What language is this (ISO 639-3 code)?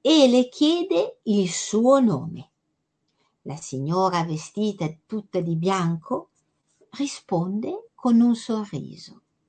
ita